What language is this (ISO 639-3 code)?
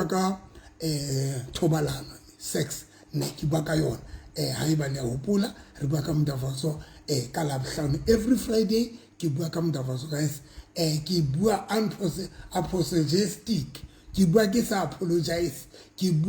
sot